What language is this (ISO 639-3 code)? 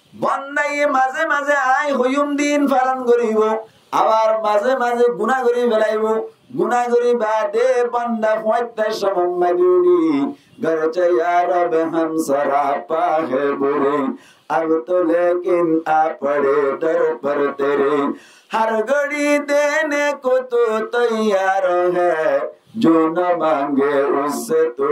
rhg